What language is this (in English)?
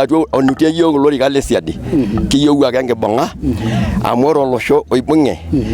Masai